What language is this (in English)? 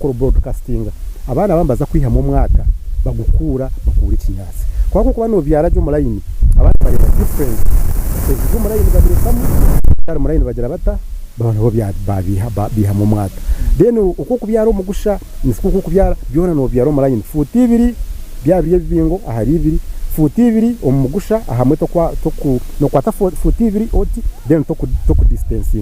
Nyankole